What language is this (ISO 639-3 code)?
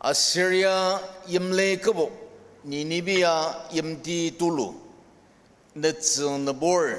njo